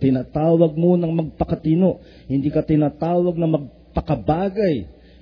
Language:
Filipino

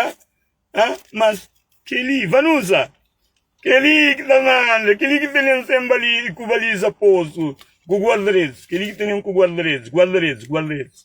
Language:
Kabuverdianu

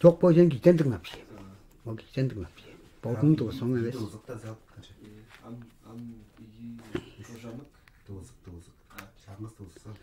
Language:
Tuvinian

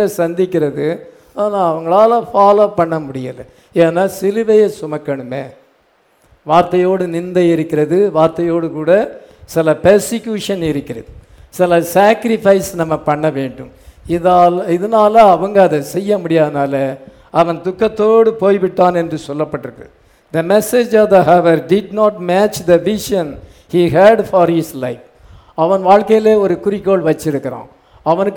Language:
Tamil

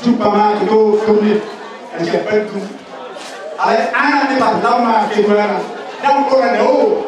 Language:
Batak Toba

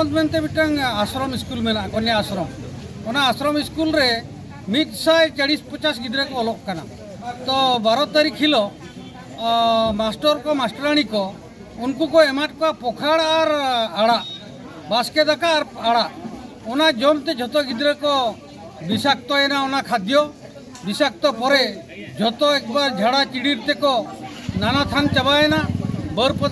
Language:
Santali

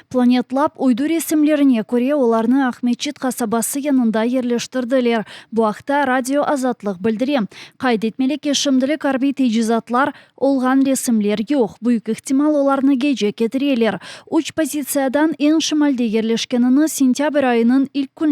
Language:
Crimean Tatar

